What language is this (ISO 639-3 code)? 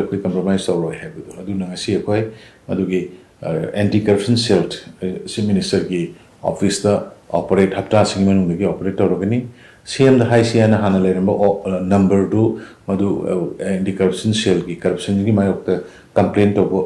mni